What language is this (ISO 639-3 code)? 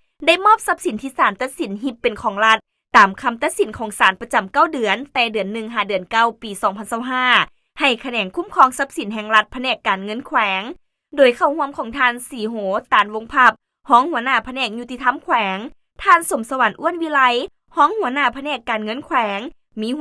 lao